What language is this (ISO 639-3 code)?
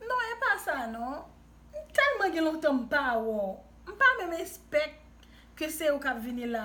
hat